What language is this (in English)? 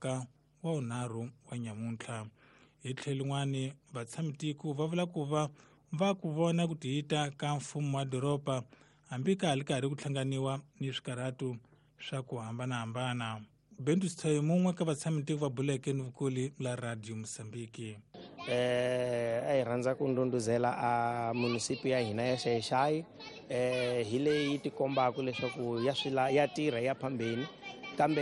Tsonga